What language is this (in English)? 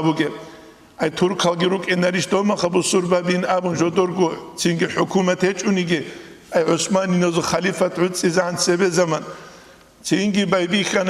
Avaric